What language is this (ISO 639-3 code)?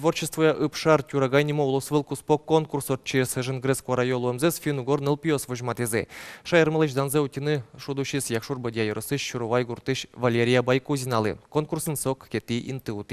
udm